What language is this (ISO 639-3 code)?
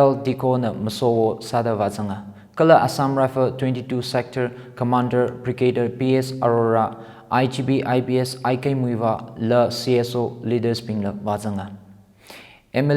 nmf